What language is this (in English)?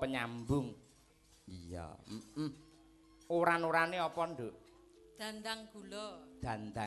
Javanese